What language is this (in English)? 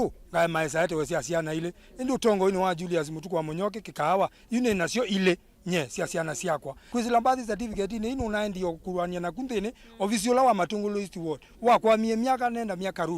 Kamba